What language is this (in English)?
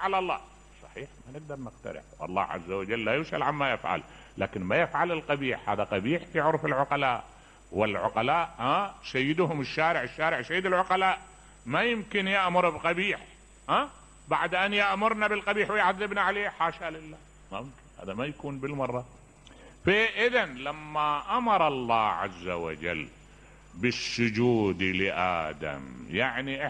Mesopotamian Arabic